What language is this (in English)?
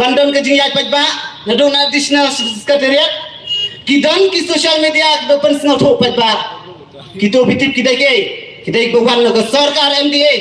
Khasi